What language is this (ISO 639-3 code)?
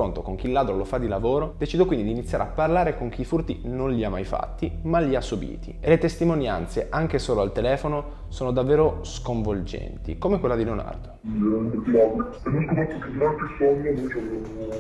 ita